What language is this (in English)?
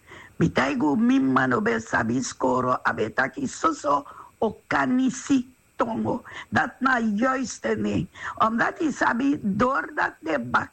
Sranan Tongo